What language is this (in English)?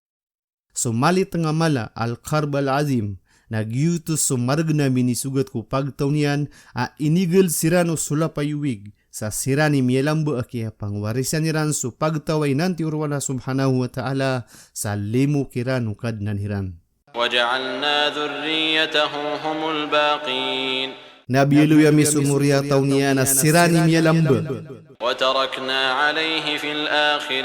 Maranao